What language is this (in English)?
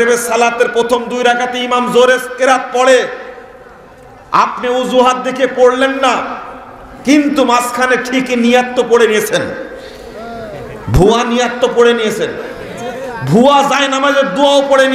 Bangla